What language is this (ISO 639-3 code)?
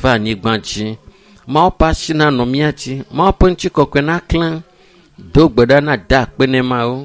ewe